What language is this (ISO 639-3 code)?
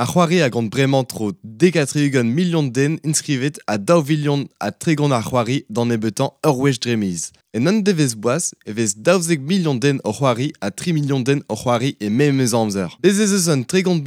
bre